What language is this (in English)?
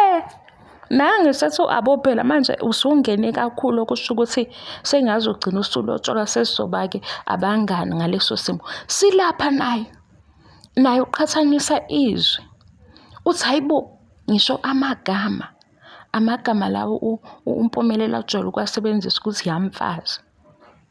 Zulu